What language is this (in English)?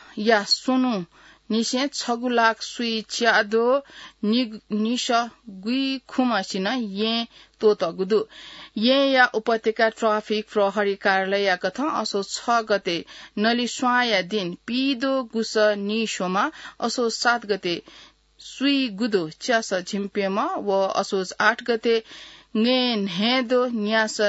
Newari